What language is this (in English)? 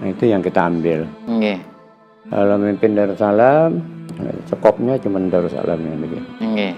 Banjar